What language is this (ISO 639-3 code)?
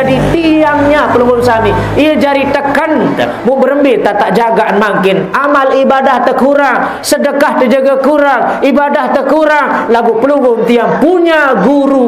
sas